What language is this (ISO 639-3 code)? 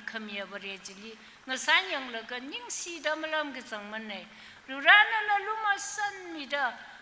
nmf